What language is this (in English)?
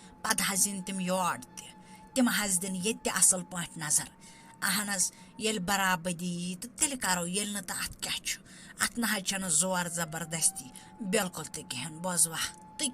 Kashmiri